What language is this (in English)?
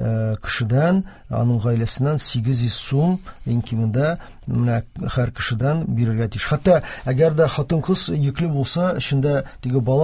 Tatar